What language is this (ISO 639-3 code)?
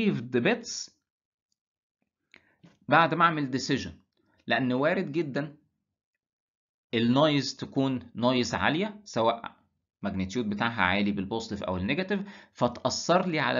arz